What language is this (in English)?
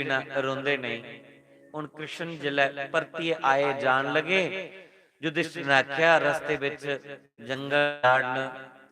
Dogri